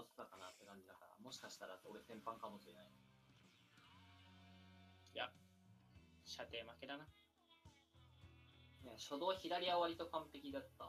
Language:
Japanese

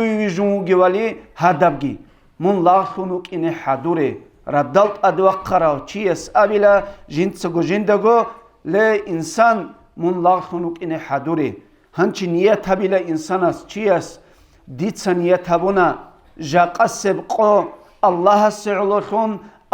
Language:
Avaric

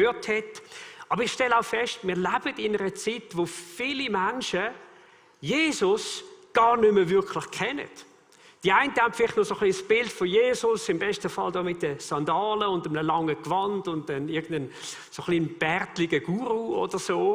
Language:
Swiss German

